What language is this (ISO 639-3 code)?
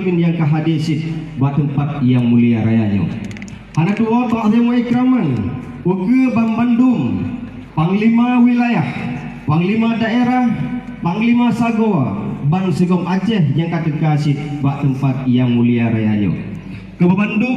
ace